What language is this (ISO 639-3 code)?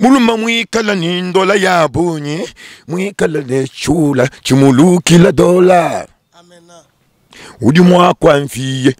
lua